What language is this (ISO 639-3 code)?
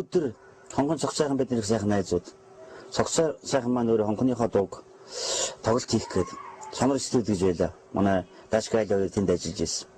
mon